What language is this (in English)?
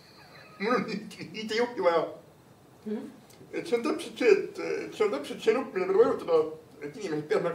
Estonian